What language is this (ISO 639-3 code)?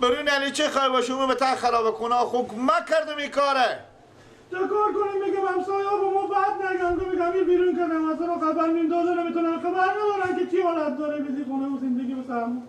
fas